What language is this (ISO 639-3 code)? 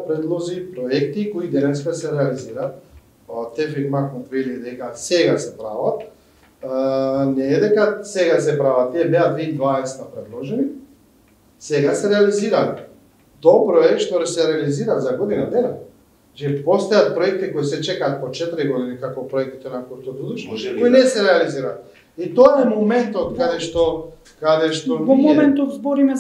mkd